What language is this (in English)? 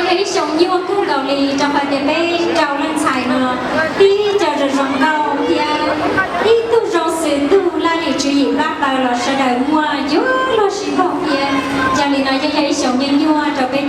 Hmong